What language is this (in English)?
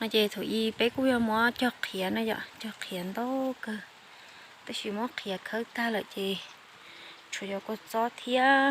Hmong